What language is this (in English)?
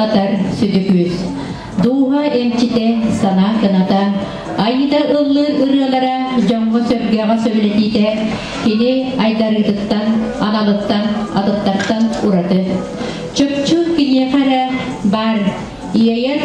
Yakut